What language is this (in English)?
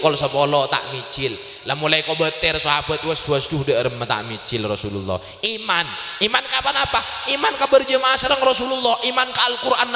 Madurese